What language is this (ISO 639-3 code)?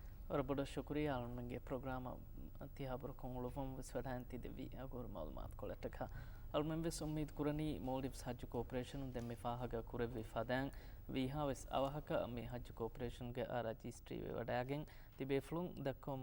div